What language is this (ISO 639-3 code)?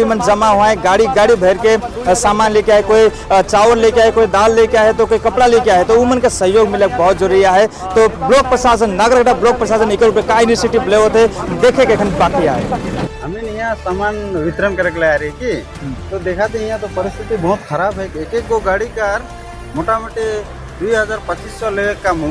sck